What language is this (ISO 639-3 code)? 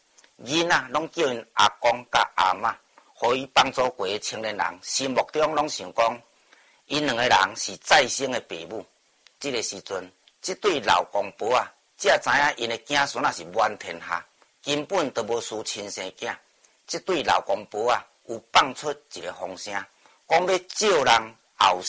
nan